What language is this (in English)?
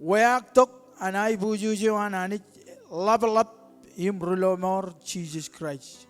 Marshallese